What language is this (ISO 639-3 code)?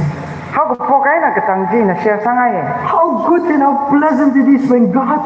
nmf